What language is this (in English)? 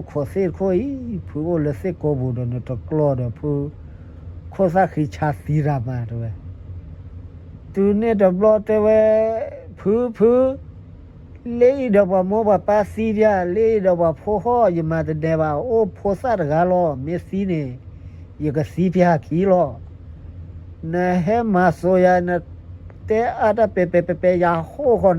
S'gaw Karen